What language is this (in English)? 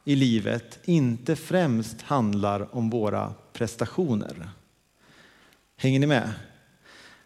Swedish